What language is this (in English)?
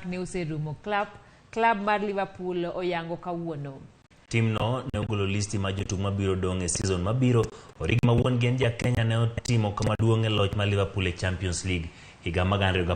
Luo (Kenya and Tanzania)